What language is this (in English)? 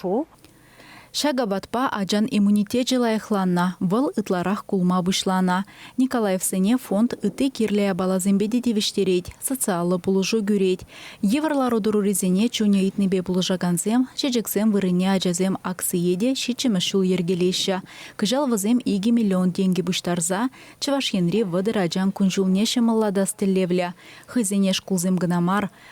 Chuvash